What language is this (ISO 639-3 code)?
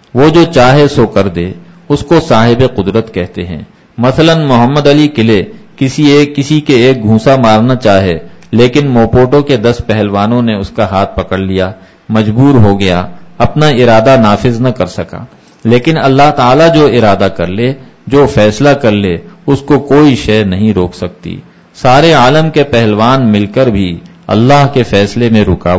urd